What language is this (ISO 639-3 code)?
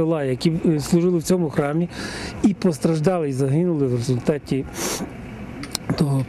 ukr